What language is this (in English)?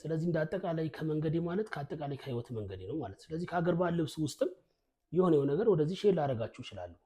Amharic